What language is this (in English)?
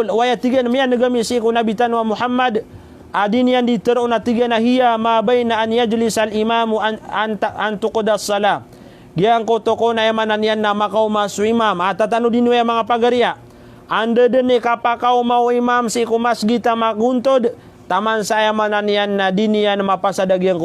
Maranao